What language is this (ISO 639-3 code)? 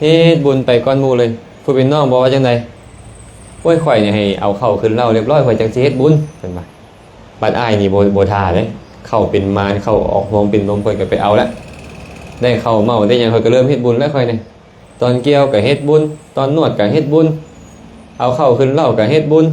lao